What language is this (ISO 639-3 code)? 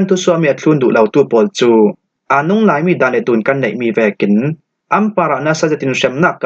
cfm